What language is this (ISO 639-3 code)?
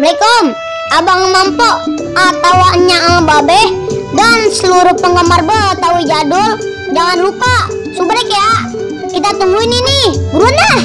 bew